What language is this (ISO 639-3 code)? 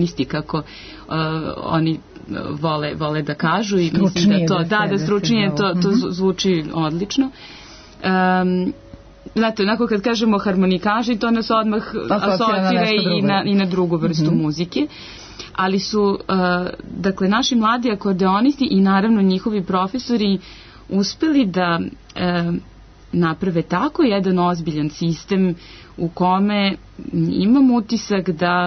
srp